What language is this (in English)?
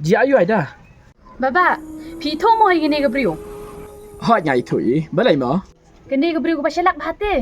Khasi